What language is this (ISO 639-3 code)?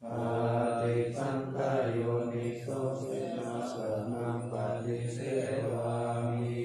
pli